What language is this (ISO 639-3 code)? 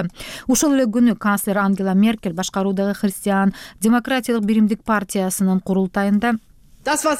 kir